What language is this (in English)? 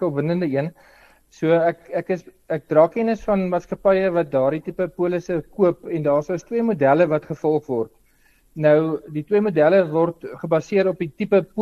Afrikaans